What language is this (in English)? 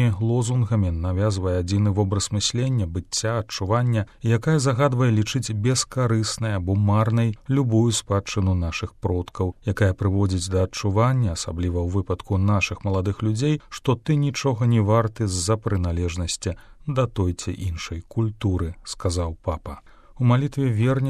Belarusian